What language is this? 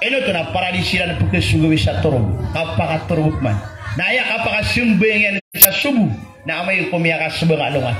Maranao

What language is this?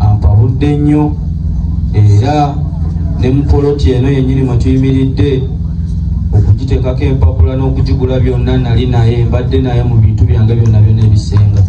Ganda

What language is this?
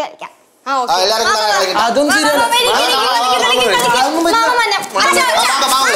Malayalam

